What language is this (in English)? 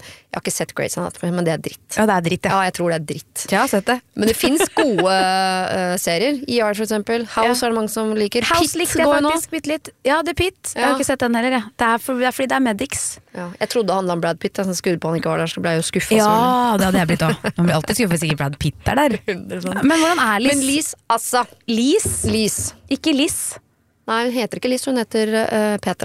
Norwegian